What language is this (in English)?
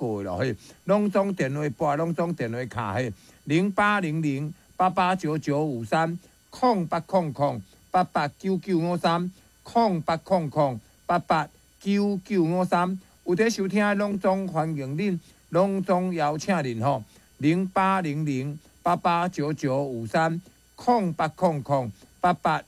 Min Nan Chinese